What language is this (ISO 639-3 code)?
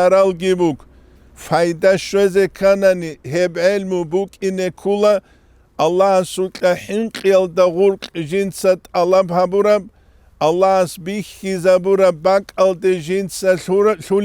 ava